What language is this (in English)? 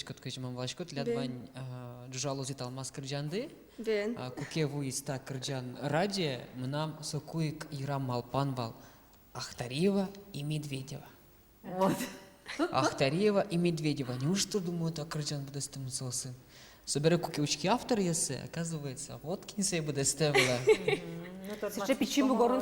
Udmurt